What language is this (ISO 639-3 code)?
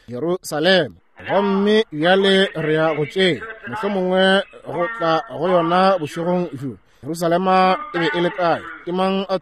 nso